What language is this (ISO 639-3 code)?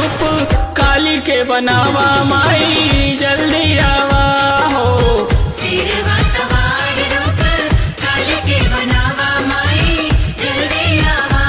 bho